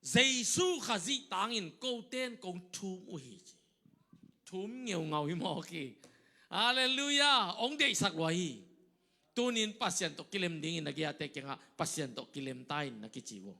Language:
Tedim Chin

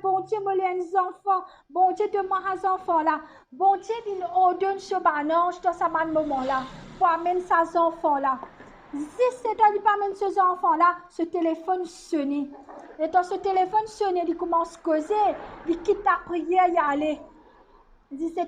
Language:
Morisyen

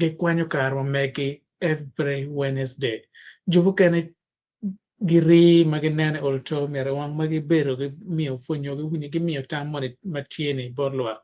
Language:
Acoli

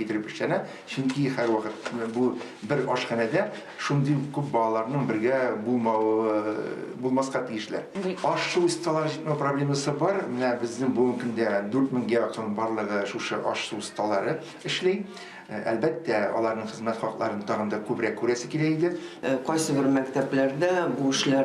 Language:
Tatar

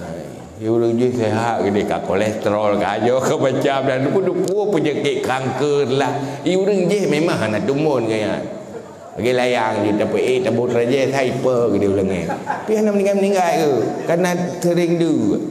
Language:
Achinese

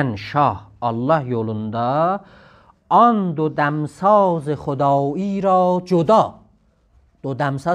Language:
South Azerbaijani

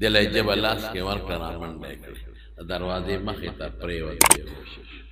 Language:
Pashto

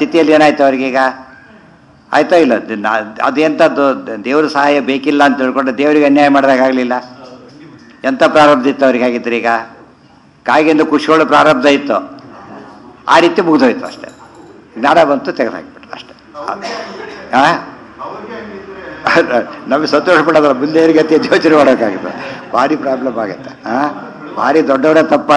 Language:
Kannada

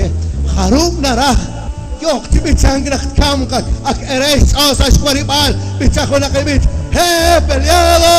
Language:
Kekchí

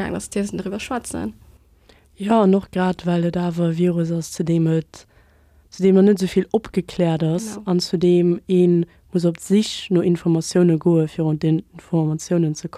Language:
Luxembourgish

